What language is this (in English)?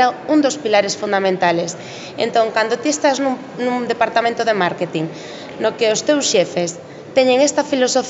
Galician